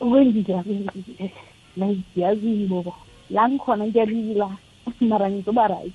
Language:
South Ndebele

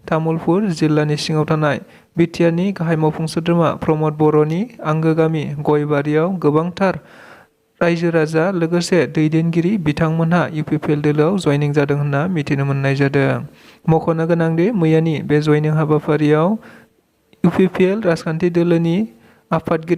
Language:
Bodo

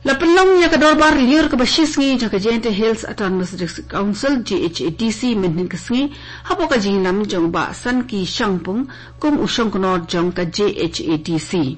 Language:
Khasi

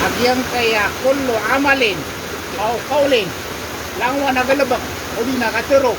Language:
Maranao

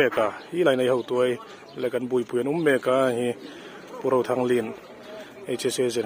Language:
Hmar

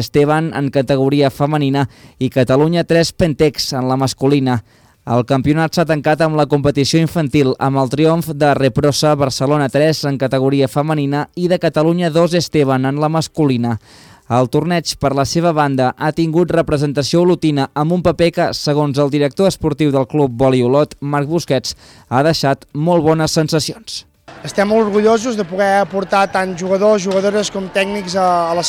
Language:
Catalan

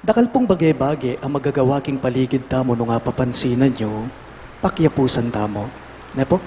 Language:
Pampanga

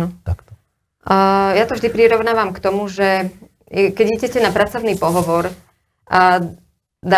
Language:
Slovak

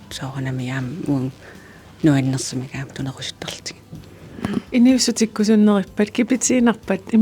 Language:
Kalaallisut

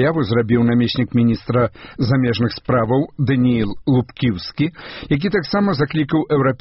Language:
Belarusian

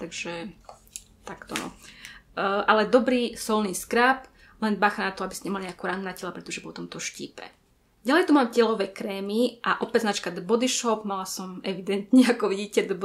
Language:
Slovak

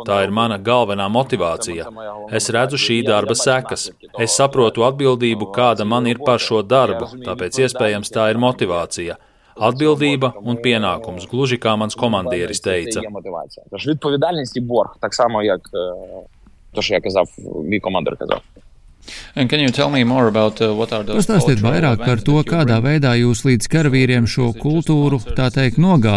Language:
Latvian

